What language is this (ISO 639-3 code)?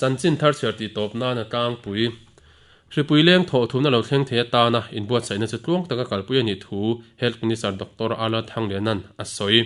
lus